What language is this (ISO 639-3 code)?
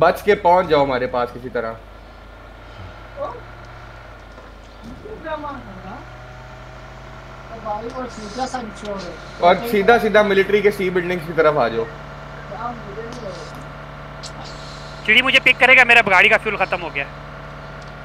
hin